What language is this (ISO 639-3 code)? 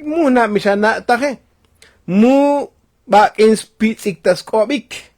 tzo